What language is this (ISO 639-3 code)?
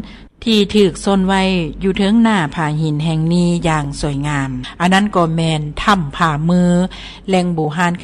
lao